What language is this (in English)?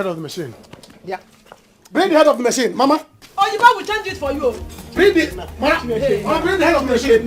Nigerian Pidgin